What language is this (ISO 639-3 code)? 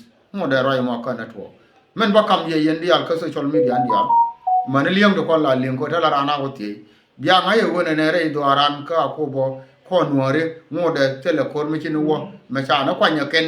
nus